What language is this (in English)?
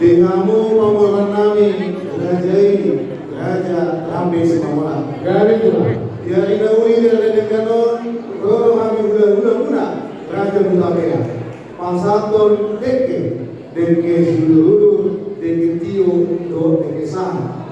Batak Toba